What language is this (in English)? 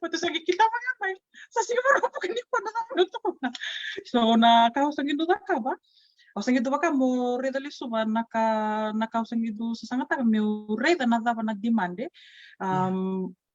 Fijian